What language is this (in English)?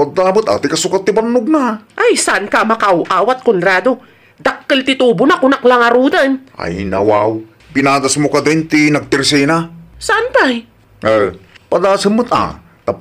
Iloko